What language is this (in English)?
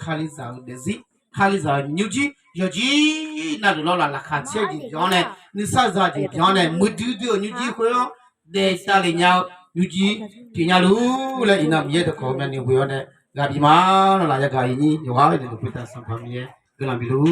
Akha